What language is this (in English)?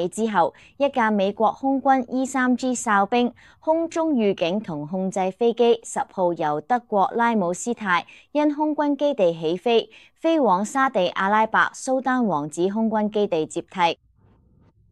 Cantonese